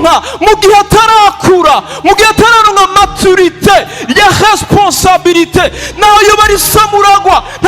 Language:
Rundi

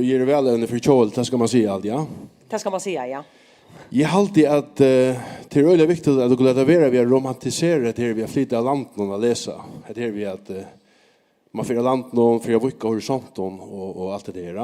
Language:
Faroese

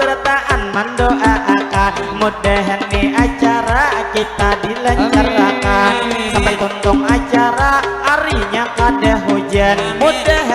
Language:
Banjar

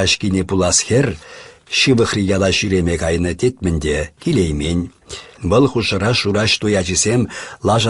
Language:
Chuvash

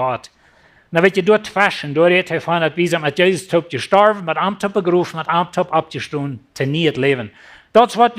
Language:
Plautdietsch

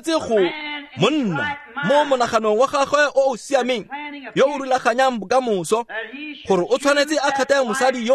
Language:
Tswana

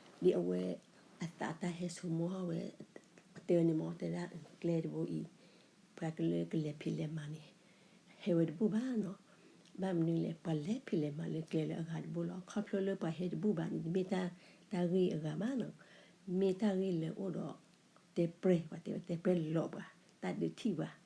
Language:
S'gaw Karen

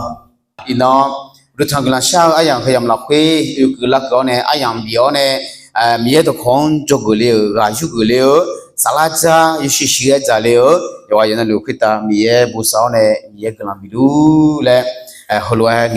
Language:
Akha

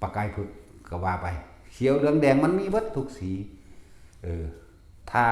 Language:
Northeastern Thai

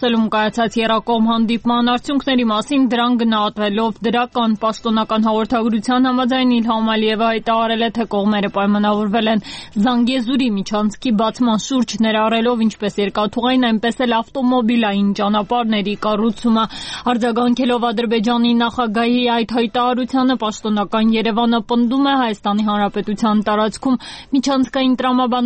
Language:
Armenian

